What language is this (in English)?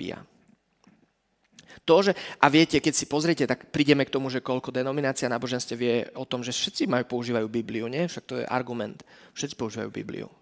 Slovak